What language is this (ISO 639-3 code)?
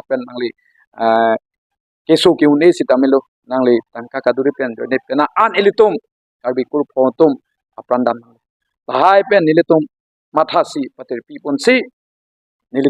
mjw